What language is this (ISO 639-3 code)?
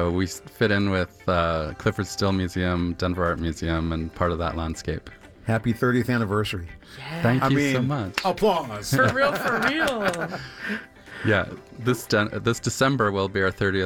eng